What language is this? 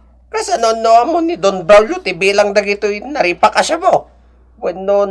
Iloko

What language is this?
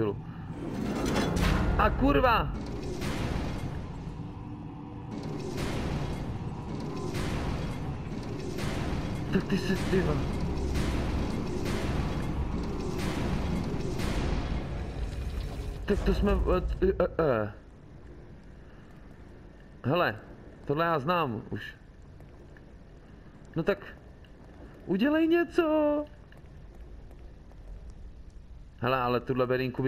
Czech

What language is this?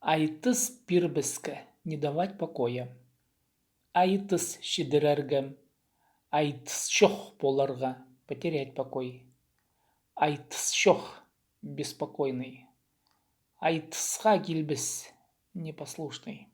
Khakas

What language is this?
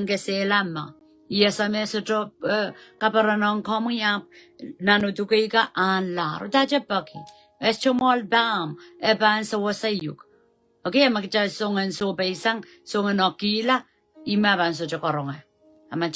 Pohnpeian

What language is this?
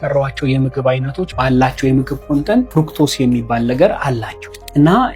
Amharic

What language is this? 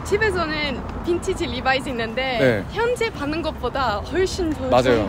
Korean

